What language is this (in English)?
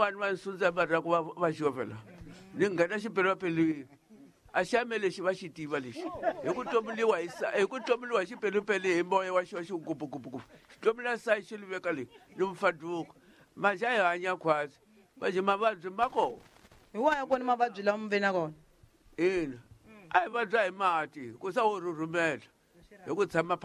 Tsonga